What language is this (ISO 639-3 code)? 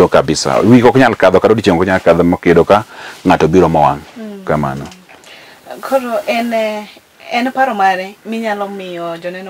luo